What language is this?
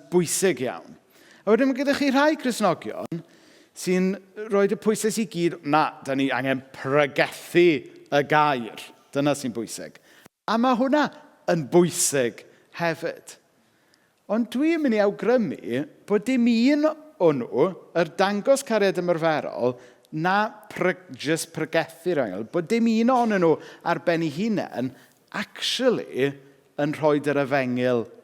Welsh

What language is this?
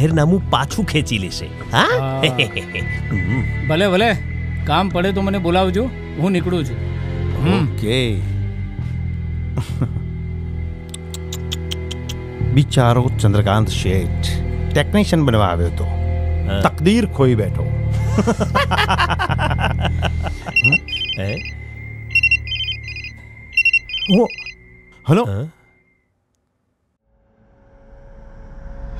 Gujarati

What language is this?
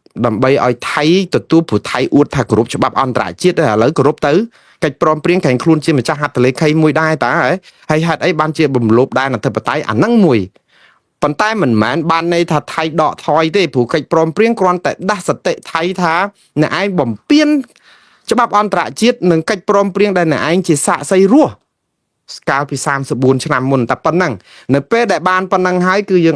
Khmer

